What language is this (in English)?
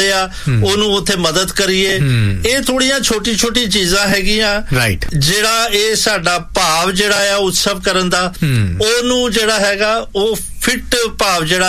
Punjabi